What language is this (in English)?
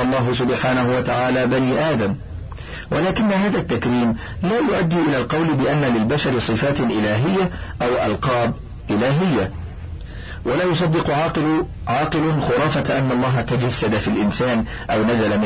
Arabic